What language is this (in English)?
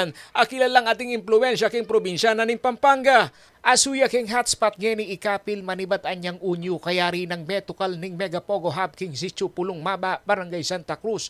Pampanga